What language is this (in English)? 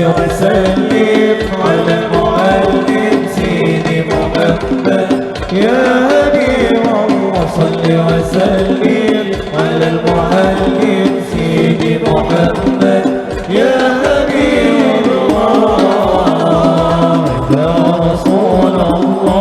Banjar